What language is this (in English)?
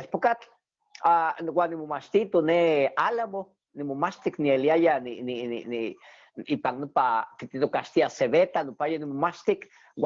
Eastern Huasteca Nahuatl